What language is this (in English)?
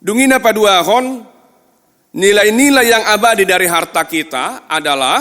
Batak Toba